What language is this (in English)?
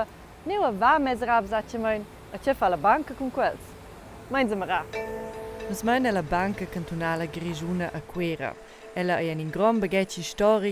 Romansh